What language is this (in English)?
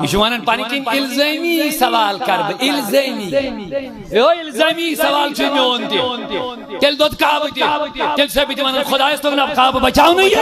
Kashmiri